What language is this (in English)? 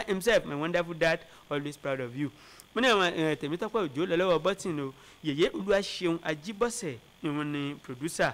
Yoruba